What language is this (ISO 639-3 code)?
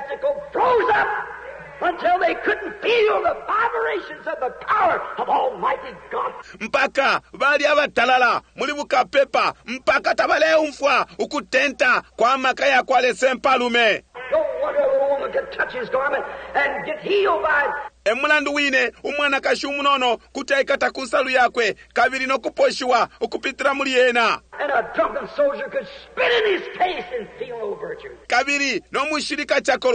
bem